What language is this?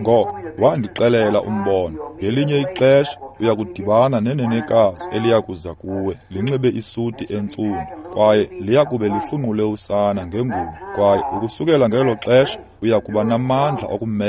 Xhosa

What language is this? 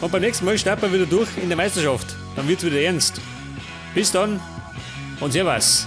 Bavarian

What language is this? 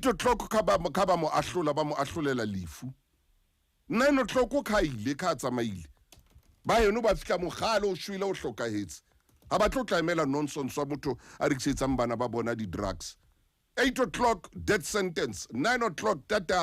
Southern Sotho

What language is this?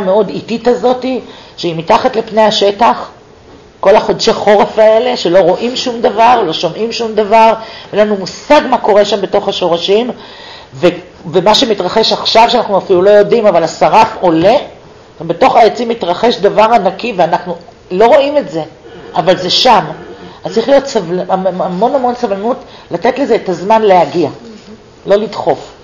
Hebrew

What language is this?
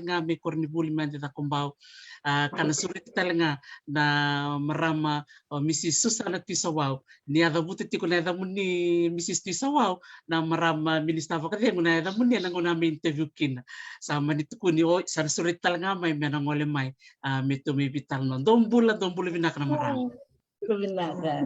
Fijian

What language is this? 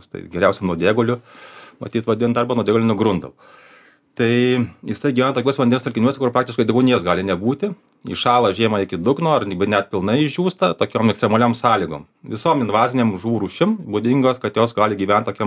Lithuanian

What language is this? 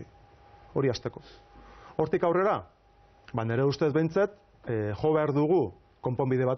Basque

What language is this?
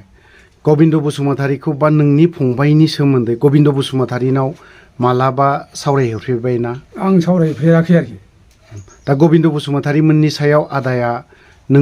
Bodo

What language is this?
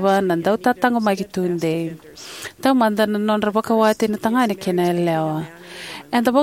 Fijian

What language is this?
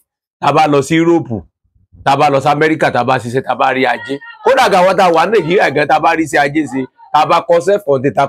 Yoruba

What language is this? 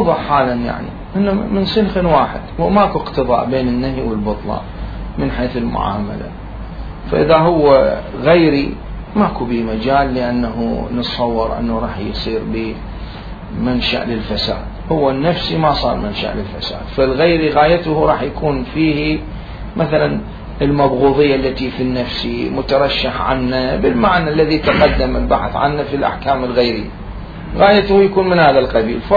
Mesopotamian Arabic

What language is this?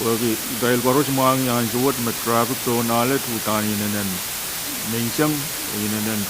Pohnpeian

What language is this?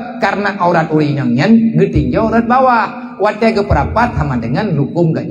Achinese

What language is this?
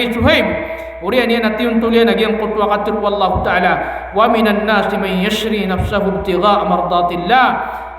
Maranao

